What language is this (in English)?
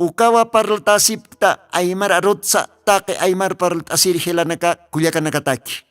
Aymara